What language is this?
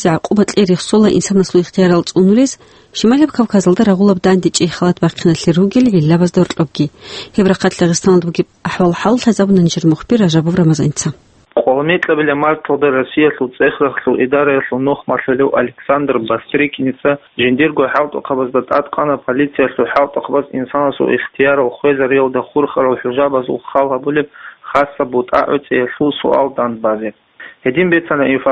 Avaric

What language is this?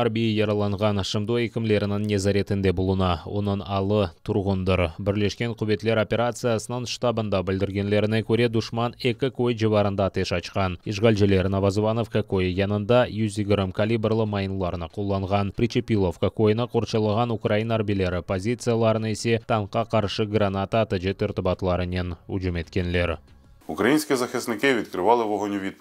Crimean Tatar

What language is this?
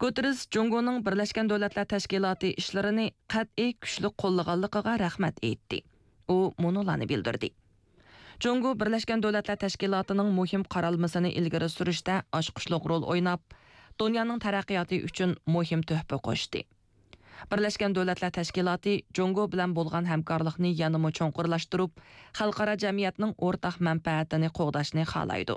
Uyghur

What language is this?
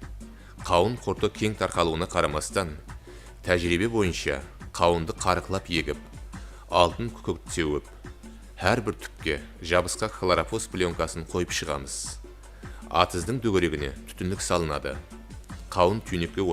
Kara-Kalpak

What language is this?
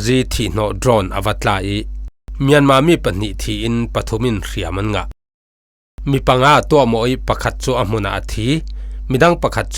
Falam Chin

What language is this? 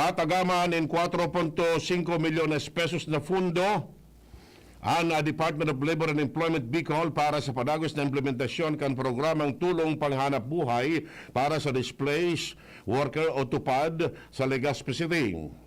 Bikol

